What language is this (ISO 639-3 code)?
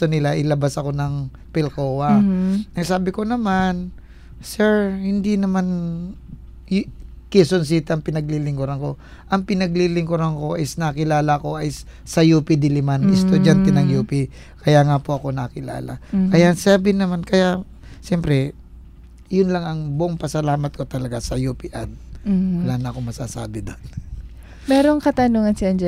fil